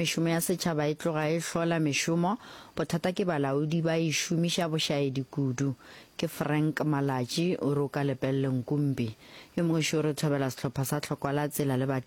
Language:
Northern Sotho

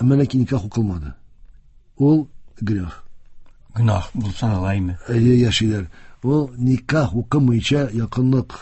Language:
Tatar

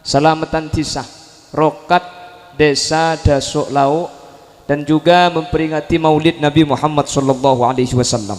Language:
Madurese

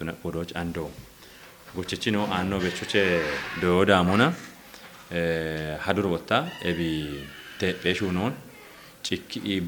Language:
Kafa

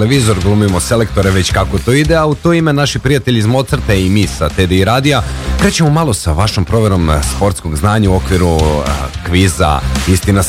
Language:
Serbian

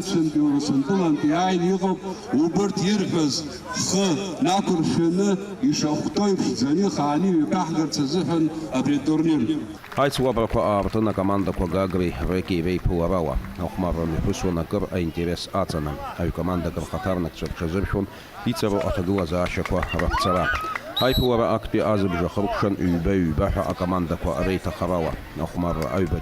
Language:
Abkhazian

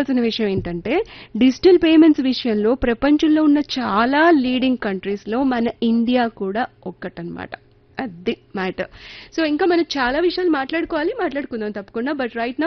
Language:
Telugu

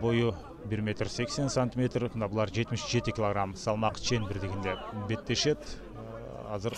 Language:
Kyrgyz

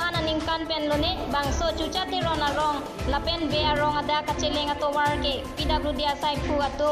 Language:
Karbi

